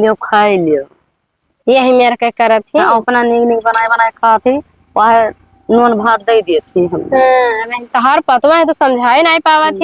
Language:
Awadhi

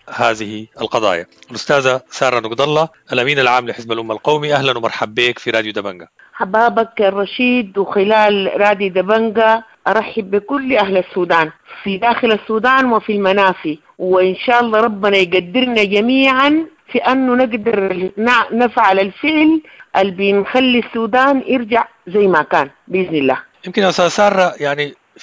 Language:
Sudanese Arabic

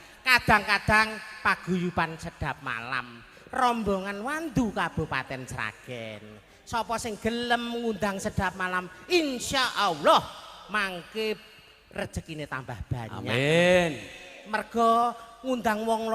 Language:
Javanese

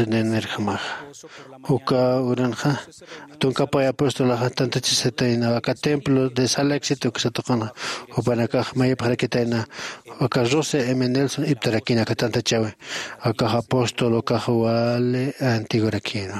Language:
Aymara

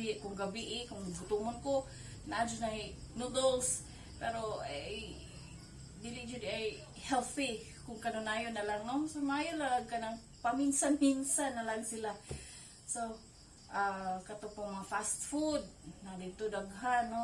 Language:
Cebuano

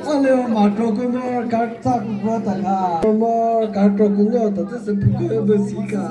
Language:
Chokri Naga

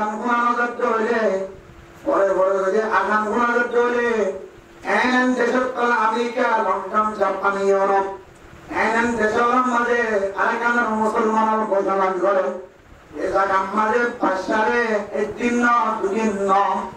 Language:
Rohingya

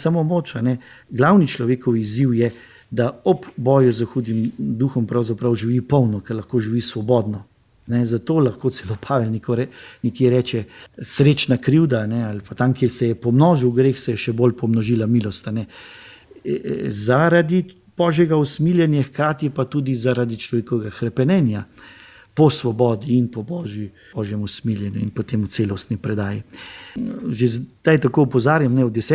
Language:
Slovenian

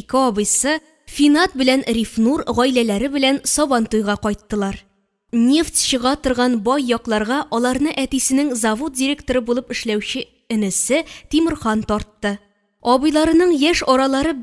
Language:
Tatar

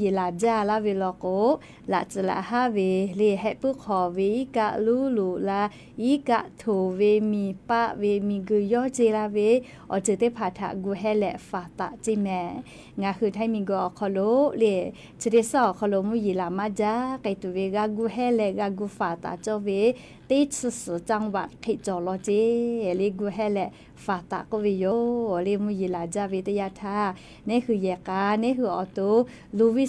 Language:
Lahu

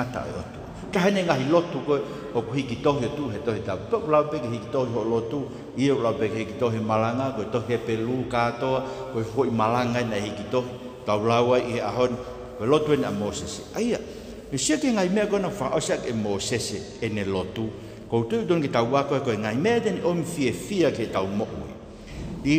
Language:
Tongan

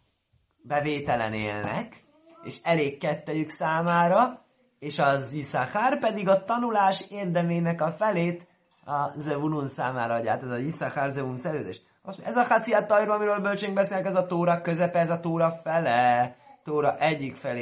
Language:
Hungarian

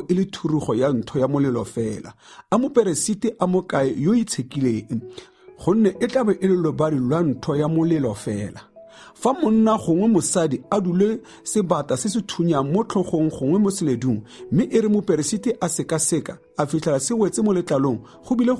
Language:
Tswana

